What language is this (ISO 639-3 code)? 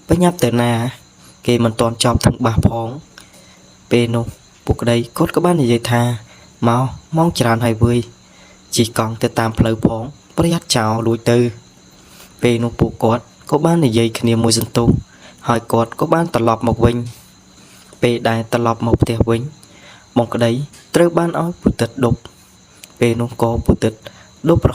khm